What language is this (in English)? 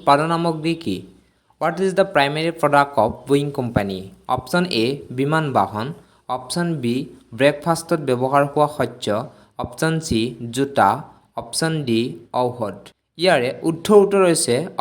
Assamese